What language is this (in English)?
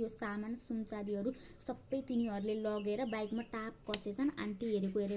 Nepali